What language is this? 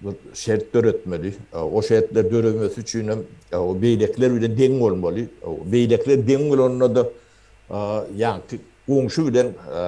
Turkmen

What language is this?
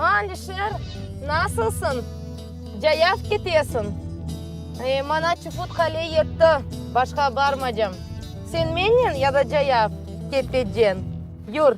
Crimean Tatar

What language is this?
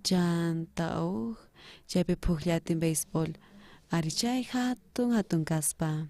South Bolivian Quechua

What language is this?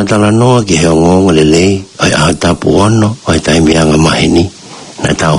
Tongan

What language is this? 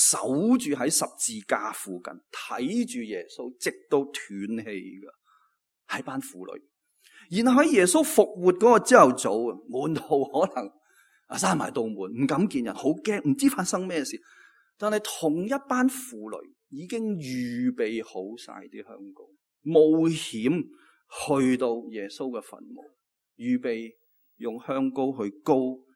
Cantonese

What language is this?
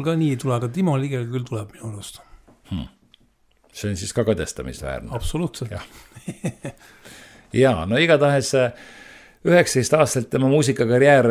Estonian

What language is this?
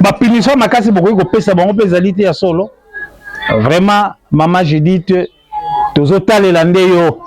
Lingala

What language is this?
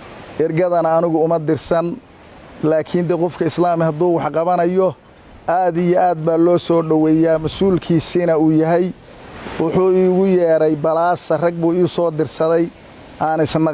Somali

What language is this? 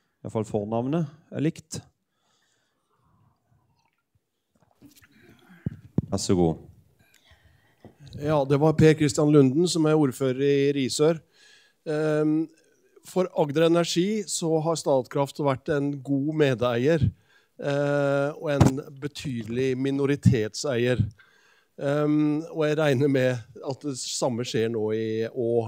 Norwegian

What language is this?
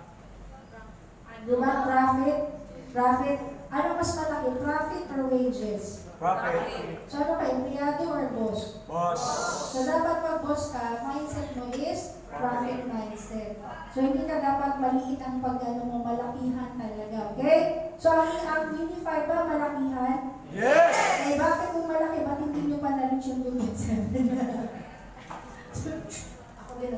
Filipino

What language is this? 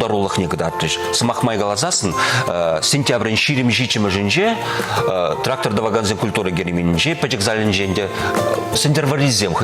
Chuvash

